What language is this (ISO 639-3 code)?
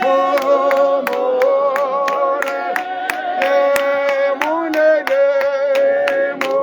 tsn